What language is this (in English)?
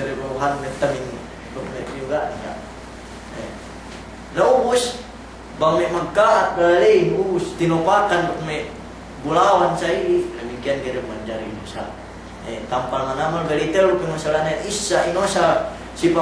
Yakan